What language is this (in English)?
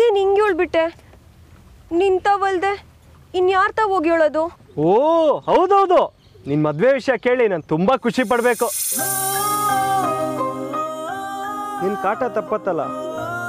Kannada